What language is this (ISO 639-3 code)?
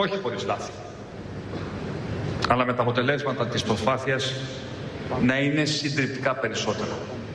ell